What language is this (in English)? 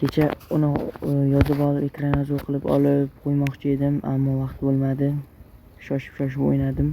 Uzbek